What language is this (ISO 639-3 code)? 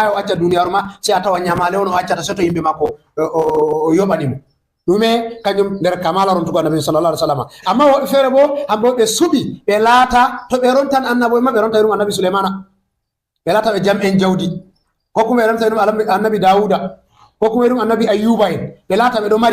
ful